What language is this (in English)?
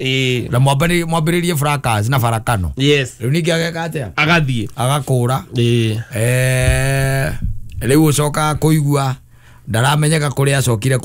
Kikuyu